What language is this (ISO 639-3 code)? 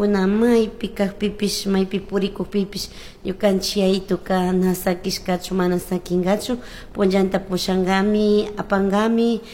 qug